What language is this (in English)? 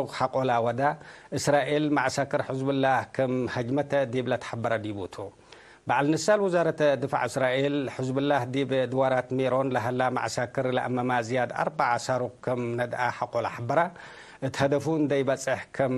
Tigre